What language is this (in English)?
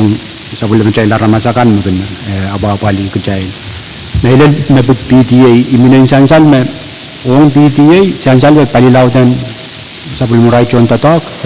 Pohnpeian